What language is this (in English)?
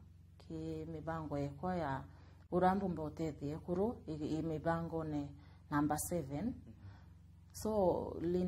Meru